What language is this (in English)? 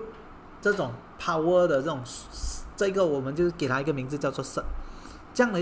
Chinese